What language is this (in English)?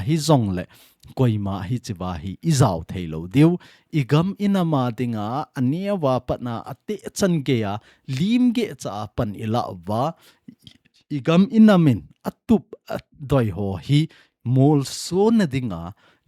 Thado Chin